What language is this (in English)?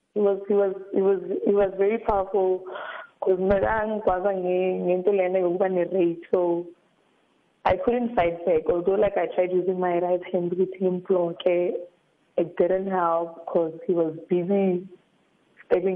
South Ndebele